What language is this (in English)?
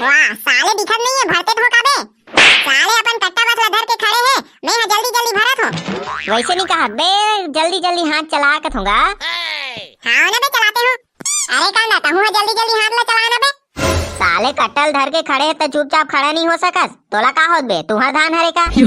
Chhattisgarhi